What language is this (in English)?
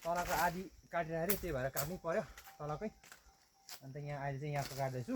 Nepali